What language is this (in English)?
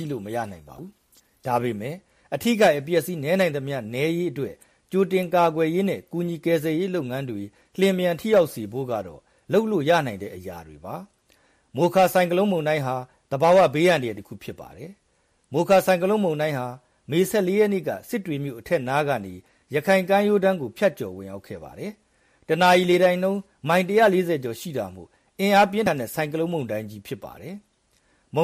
Burmese